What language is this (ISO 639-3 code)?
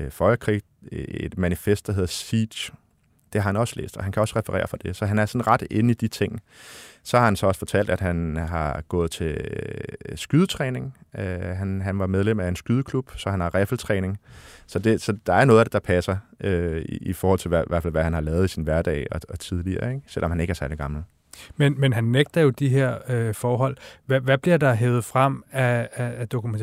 dan